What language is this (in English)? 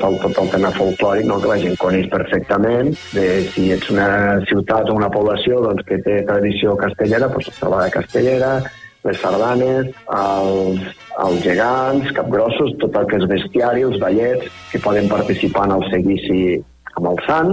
Catalan